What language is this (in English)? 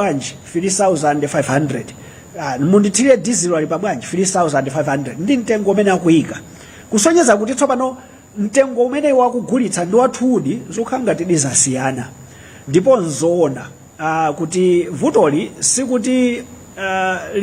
Nyanja